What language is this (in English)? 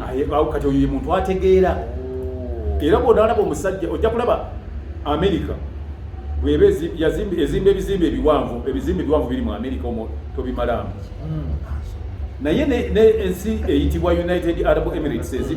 Ganda